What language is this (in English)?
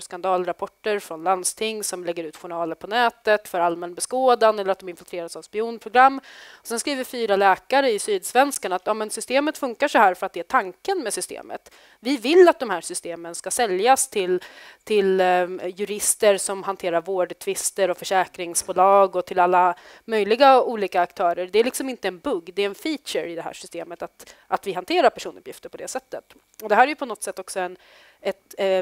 Swedish